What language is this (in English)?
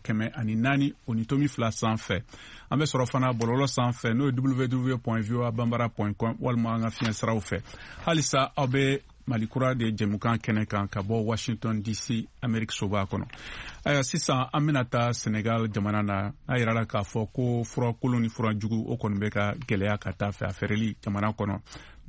Bambara